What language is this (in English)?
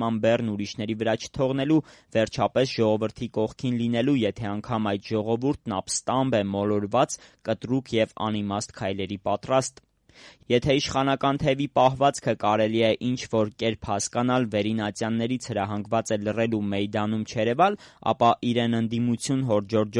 Armenian